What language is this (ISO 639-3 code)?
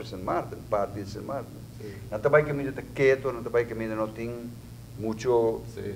pap